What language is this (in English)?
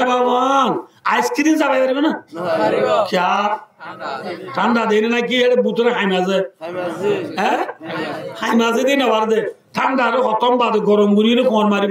Rohingya